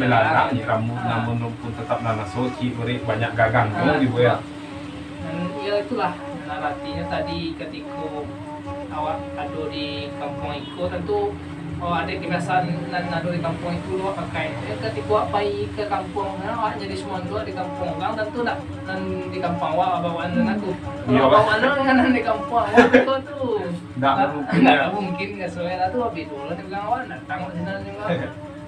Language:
Minangkabau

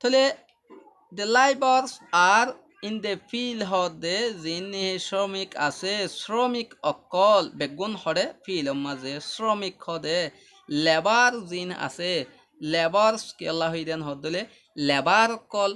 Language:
Rohingya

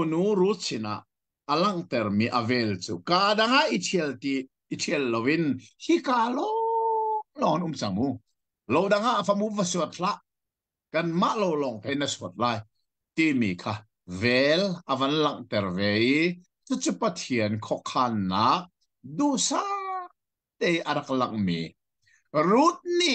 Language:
Hakha Chin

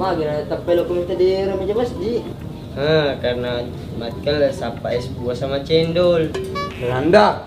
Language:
Buginese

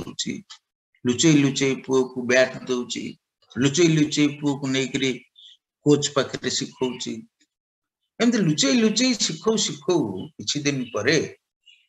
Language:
Odia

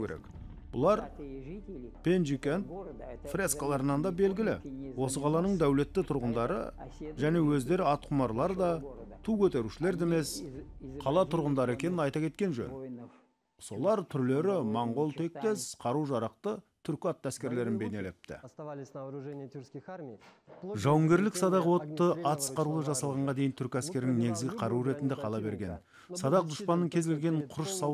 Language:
Kazakh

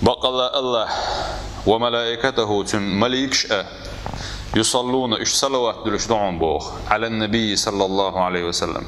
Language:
Chechen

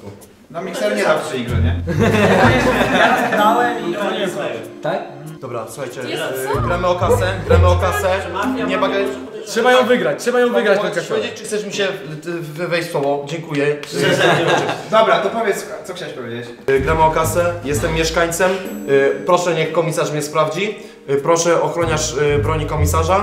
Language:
Polish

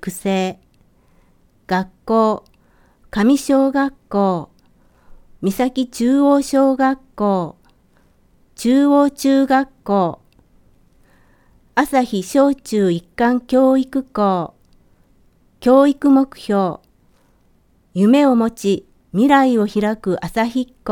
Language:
Japanese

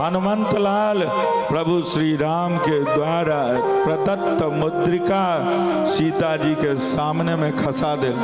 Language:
Maithili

